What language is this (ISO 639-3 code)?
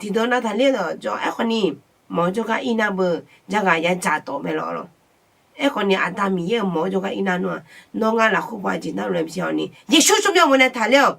ahk